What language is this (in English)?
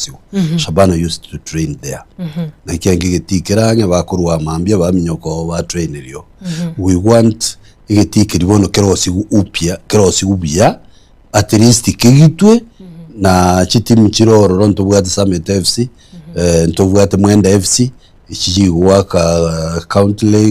Gusii